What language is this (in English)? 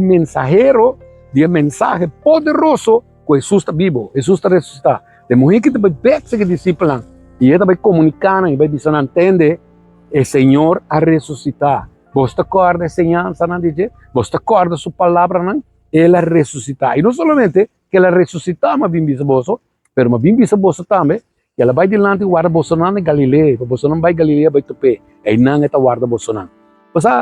Papiamento